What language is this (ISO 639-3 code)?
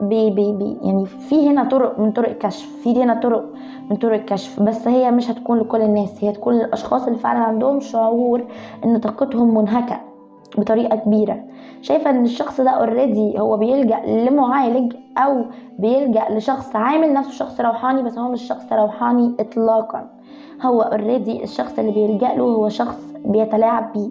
arz